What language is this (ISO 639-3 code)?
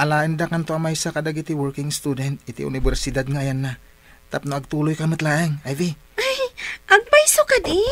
ilo